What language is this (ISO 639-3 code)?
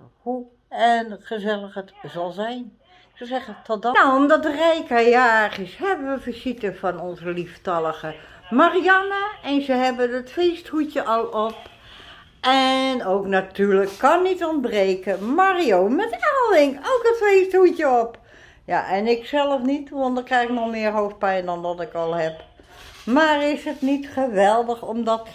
nld